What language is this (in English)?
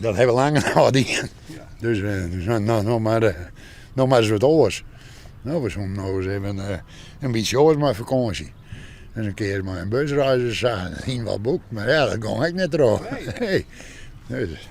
Western Frisian